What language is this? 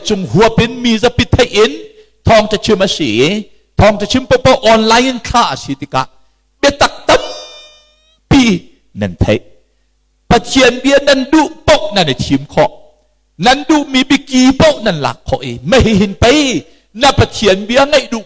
Hakha Chin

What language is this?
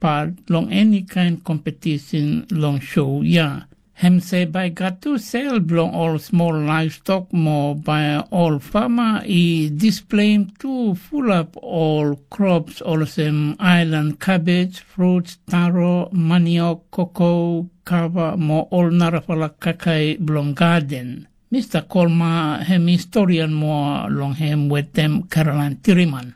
Tok Pisin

